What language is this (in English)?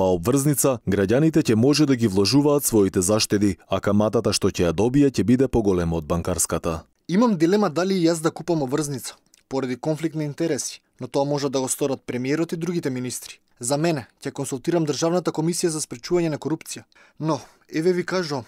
Macedonian